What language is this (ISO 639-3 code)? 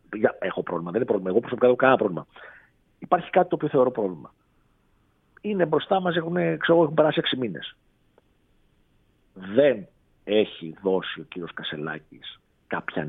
ell